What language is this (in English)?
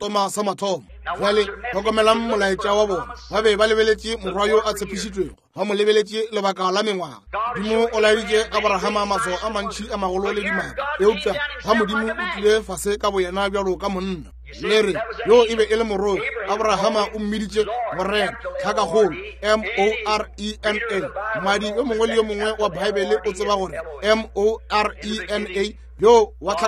Northern Sotho